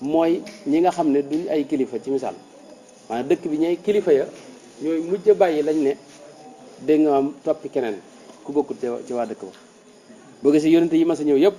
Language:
Wolof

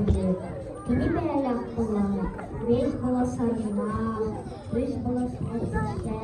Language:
Yakut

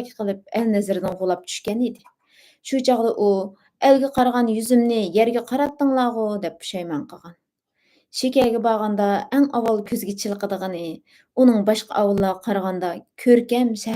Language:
Uyghur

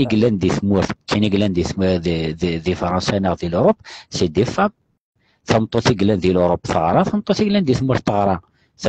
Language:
Kabyle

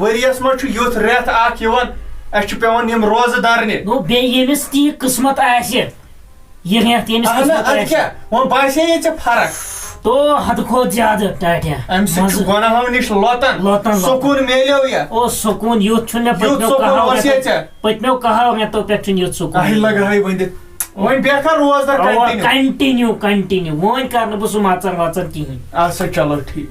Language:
Kashmiri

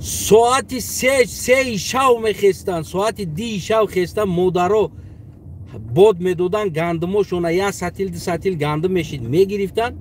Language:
Tajik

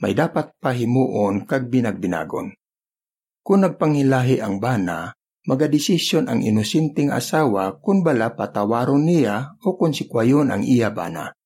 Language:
Hiligaynon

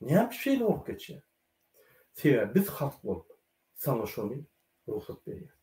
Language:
Turkmen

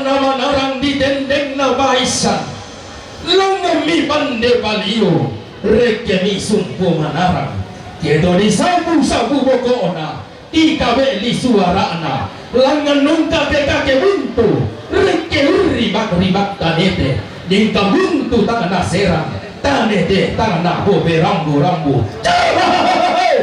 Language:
Toraja-Sa'dan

